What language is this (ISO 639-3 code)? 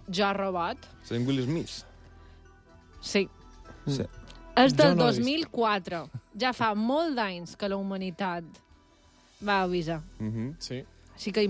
cat